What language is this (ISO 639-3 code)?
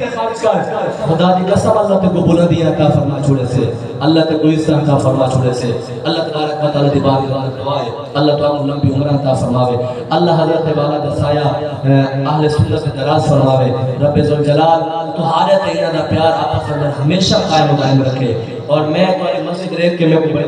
skr